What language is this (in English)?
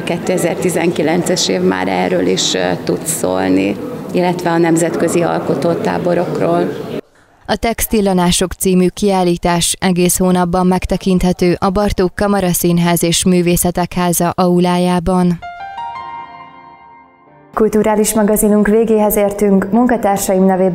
Hungarian